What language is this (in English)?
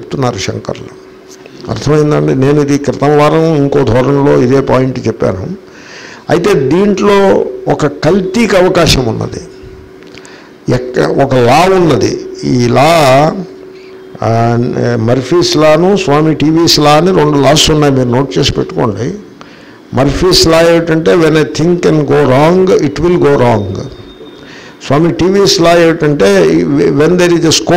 Telugu